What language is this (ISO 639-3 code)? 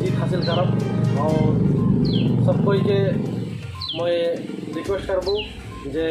sck